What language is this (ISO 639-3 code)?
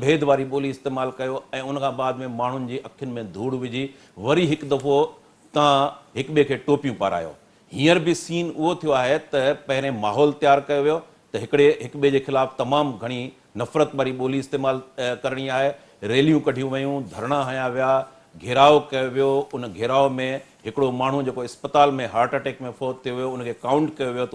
snd